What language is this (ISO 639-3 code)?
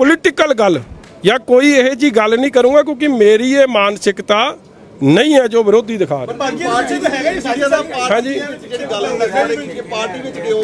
pan